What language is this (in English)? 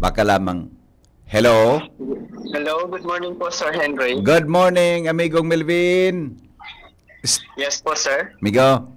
Bikol